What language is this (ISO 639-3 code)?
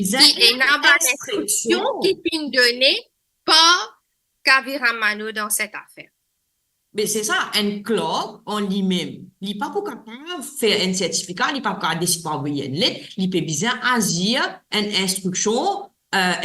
mfe